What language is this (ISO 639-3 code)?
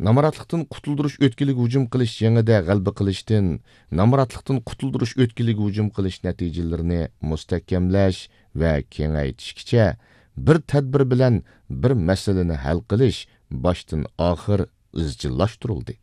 uig